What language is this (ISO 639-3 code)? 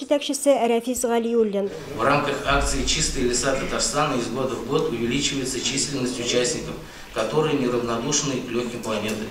tat